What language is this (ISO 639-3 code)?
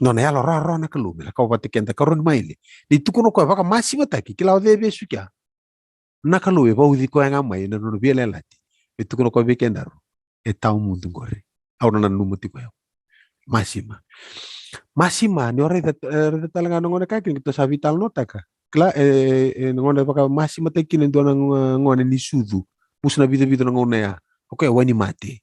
fij